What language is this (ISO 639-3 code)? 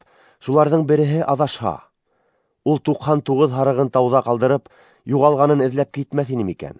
bak